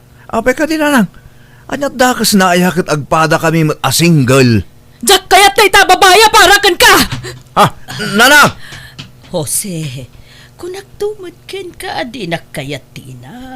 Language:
Iloko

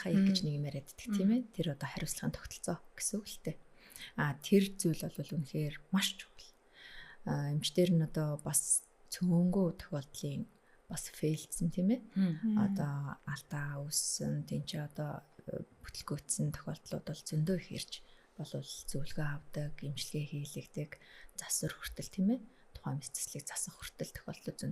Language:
Mongolian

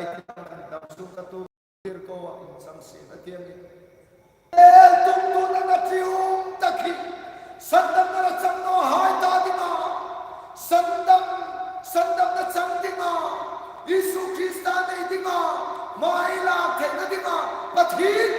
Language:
Hmar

